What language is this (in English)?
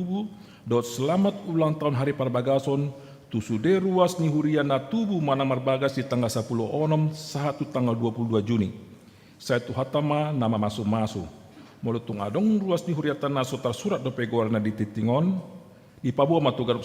Batak Toba